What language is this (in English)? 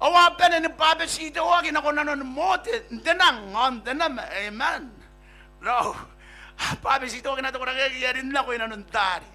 Gilbertese